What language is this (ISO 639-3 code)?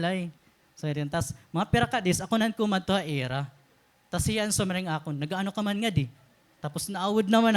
war